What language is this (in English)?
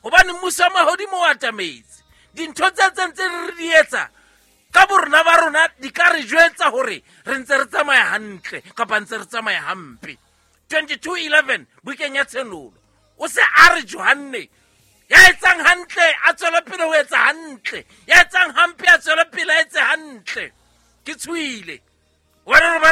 Southern Sotho